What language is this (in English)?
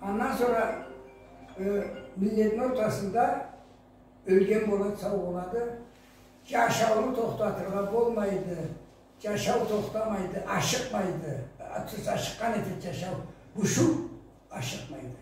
Karachay-Balkar